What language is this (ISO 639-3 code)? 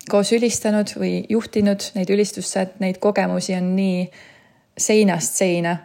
est